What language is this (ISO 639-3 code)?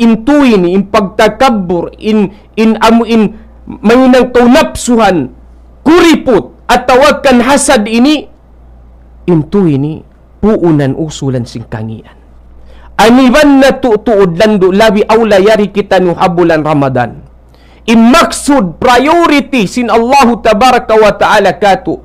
tsg